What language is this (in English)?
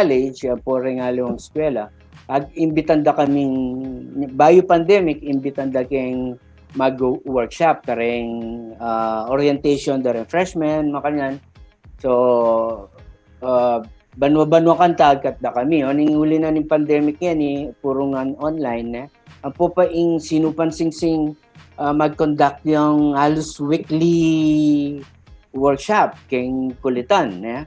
Pampanga